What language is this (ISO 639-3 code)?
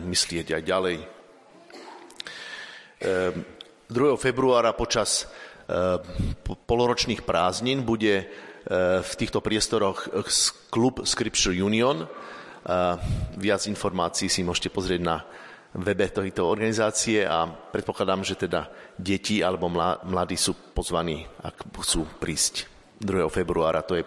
slk